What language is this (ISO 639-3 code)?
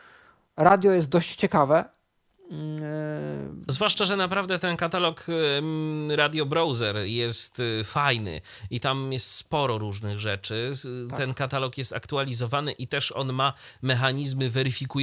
pol